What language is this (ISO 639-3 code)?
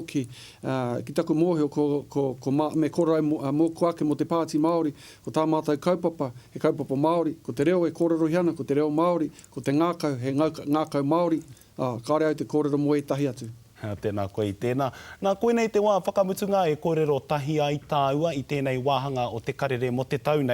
mri